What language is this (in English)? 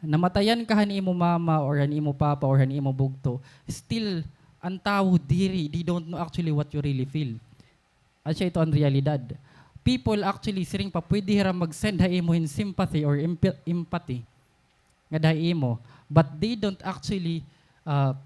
Waray